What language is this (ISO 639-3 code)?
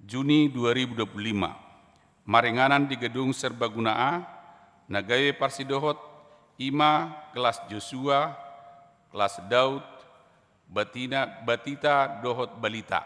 bbc